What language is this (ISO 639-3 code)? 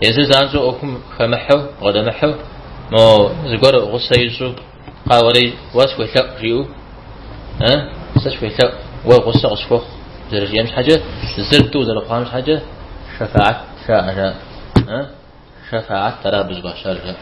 kbd